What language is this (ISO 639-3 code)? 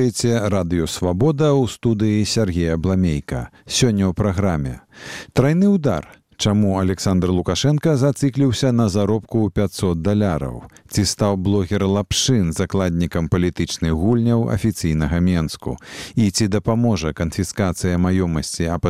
bel